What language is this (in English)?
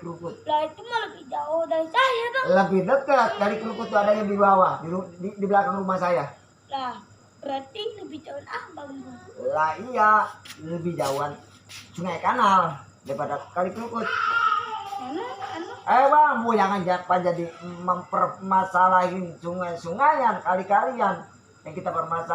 Betawi